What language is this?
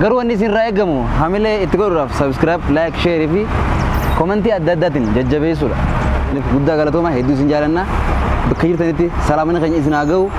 Oromo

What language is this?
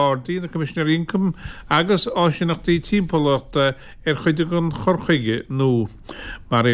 Irish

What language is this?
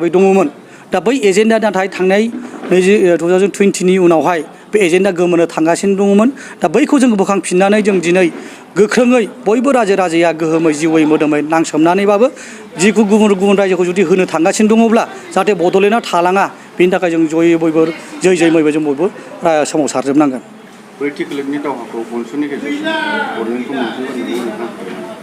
Bodo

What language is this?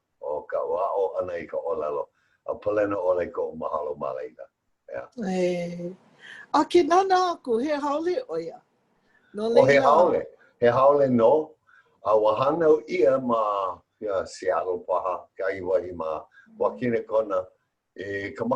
Hawaiian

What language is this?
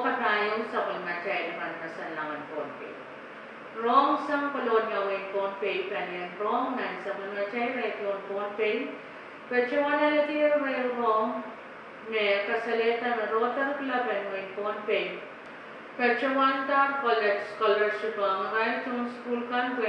Pohnpeian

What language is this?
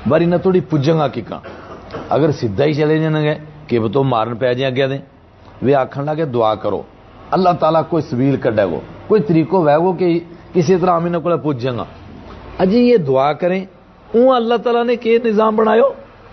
Gujari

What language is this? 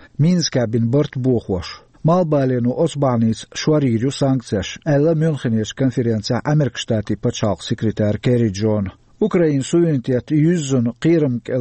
Chechen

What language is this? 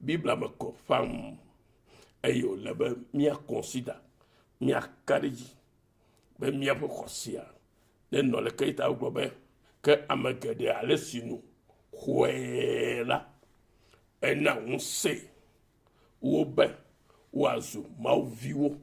Ewe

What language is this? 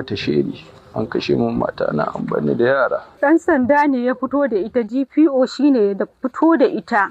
Hausa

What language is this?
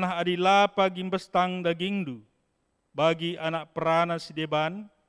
Batak Karo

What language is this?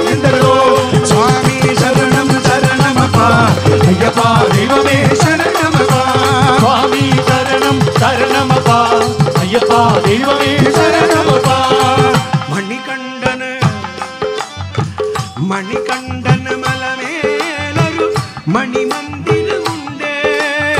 Malayalam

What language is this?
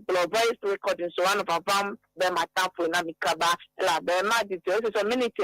Ewe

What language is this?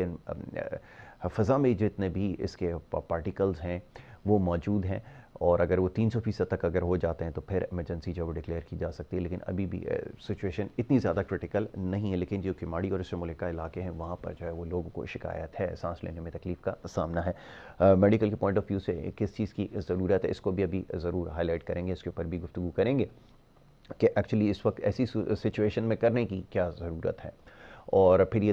Urdu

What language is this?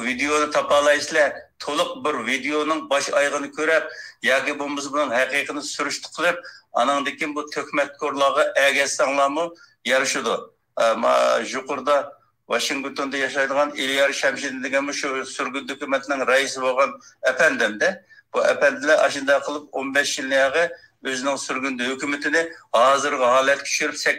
Uyghur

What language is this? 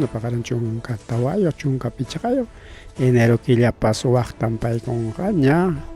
Ayacucho Quechua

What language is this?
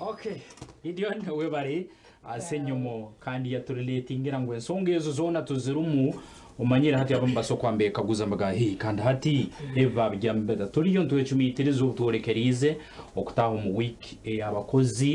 Nyankole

